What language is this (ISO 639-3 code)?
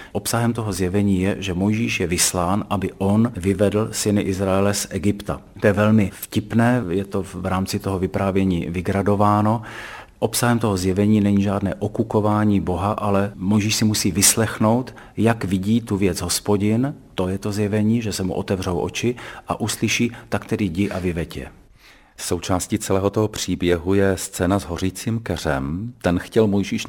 ces